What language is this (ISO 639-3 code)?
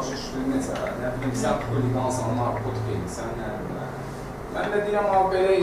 aze